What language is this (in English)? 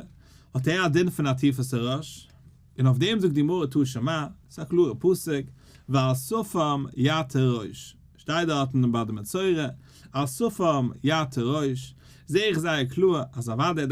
Yiddish